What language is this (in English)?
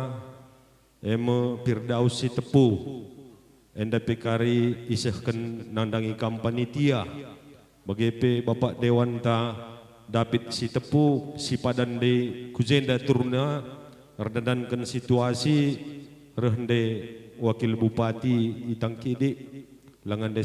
Batak Karo